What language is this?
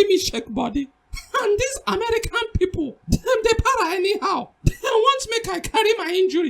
Nigerian Pidgin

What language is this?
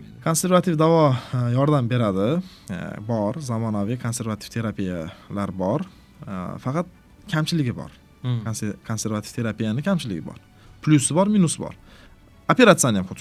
Uzbek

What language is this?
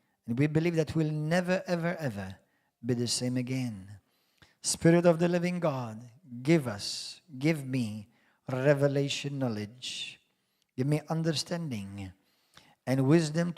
English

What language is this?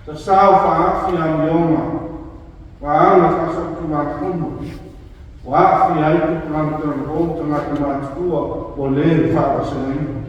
Samoan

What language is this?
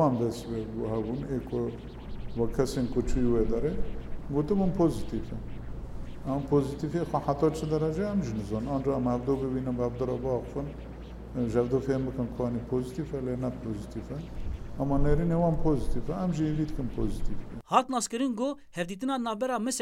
Kurdish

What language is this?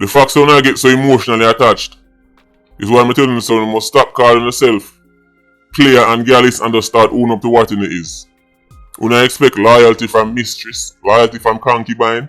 Jamaican Creole English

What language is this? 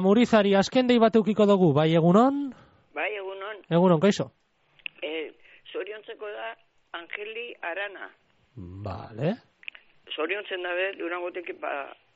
Basque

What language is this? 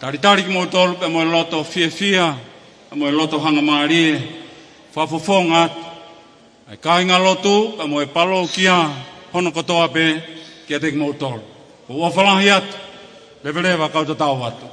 Tongan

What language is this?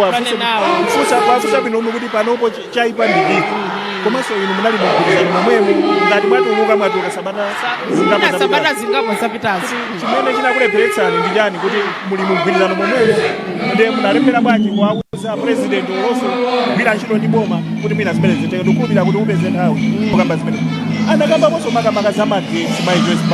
Nyanja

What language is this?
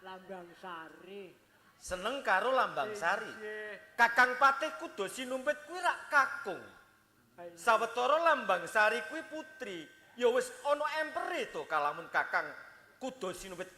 Javanese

